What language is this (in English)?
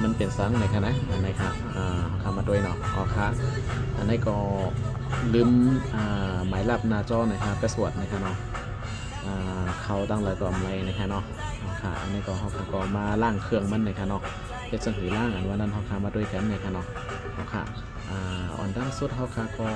Shan